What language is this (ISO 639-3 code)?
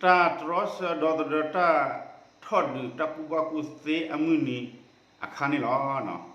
ksw